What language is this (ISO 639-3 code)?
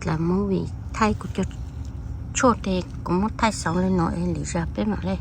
hmn